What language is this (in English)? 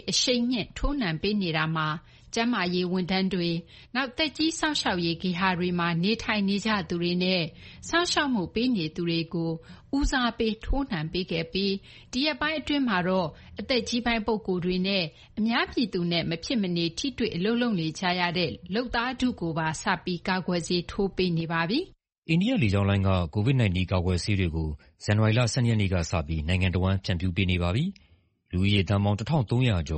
Burmese